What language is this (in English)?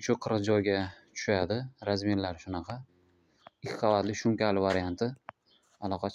Uzbek